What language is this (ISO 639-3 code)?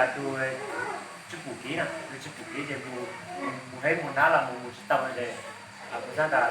hmn